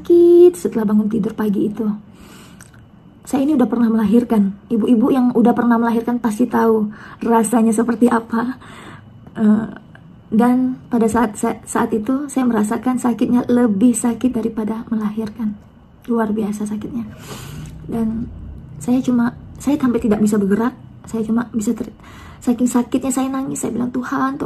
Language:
Indonesian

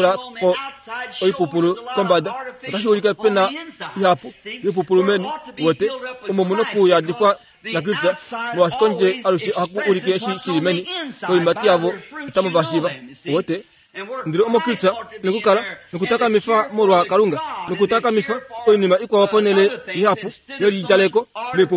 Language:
Kuanyama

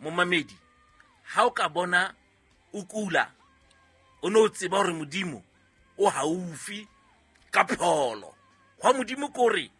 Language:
Southern Sotho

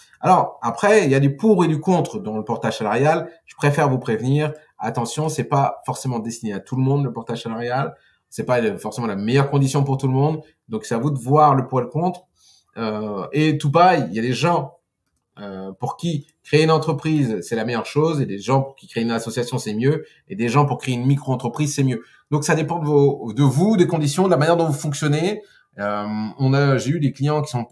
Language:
French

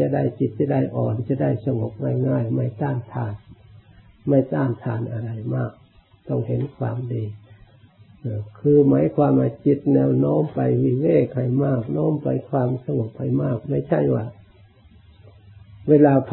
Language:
Thai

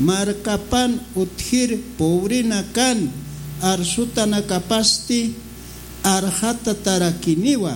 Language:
Aymara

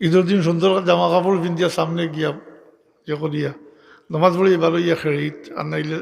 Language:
Sylheti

